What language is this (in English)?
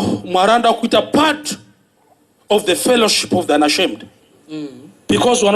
Shona